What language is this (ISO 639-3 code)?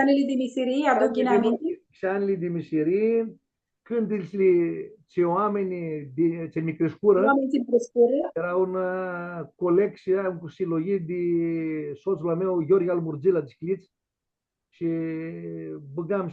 rup